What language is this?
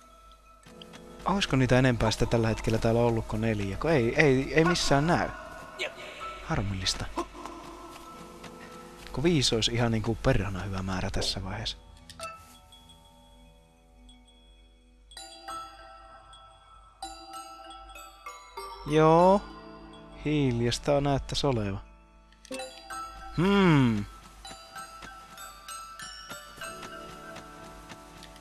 Finnish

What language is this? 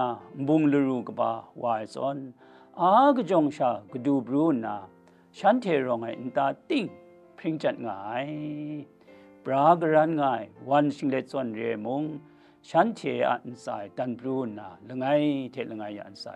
Kachin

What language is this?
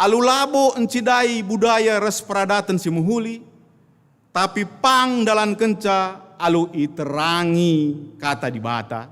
Batak Karo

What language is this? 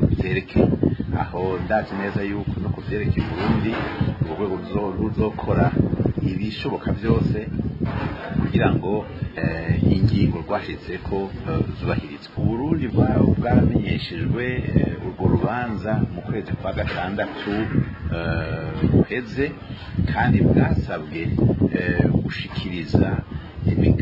Rundi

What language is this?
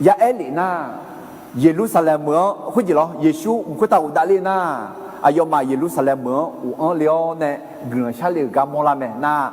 Akha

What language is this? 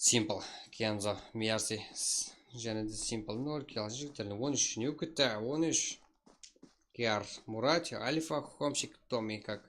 Kara-Kalpak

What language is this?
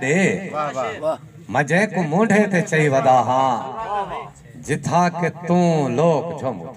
Saraiki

